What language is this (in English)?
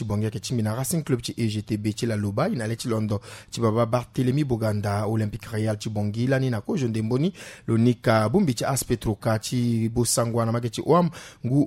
Sango